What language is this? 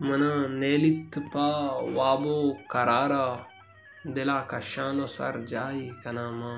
Baluchi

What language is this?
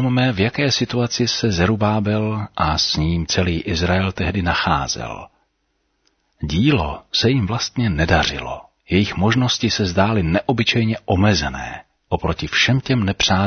Czech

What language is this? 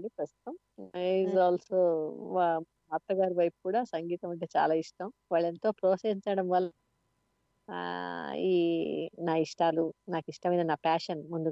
Telugu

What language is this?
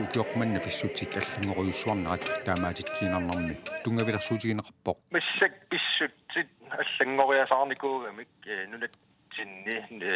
Kalaallisut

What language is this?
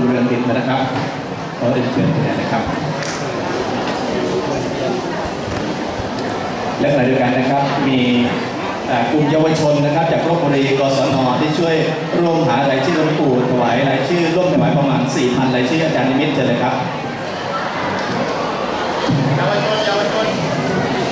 Thai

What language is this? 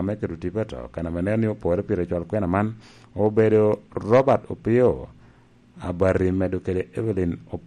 Lango (Uganda)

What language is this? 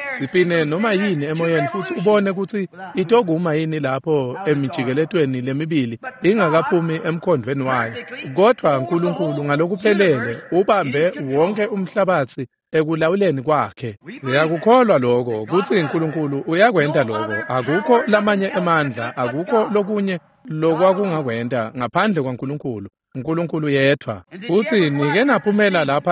Swati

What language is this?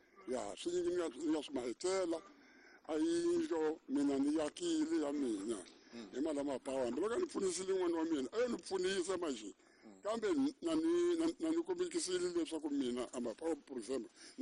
Tsonga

